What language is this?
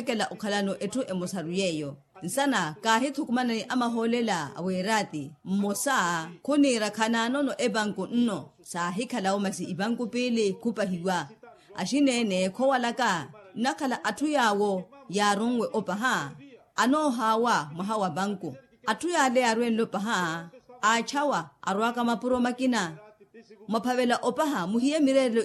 Makhuwa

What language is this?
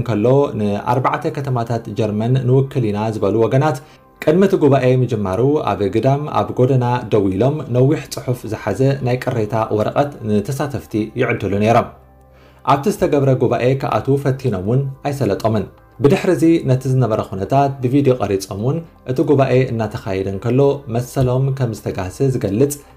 Tigrinya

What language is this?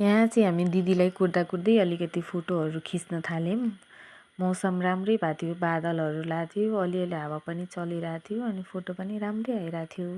Nepali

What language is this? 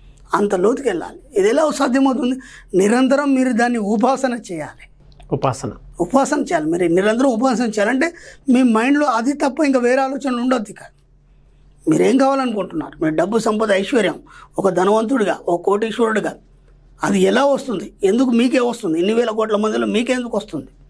Telugu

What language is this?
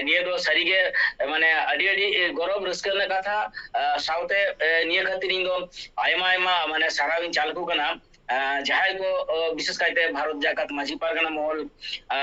Santali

